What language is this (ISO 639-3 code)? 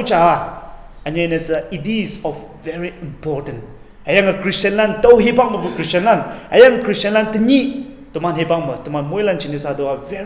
nbe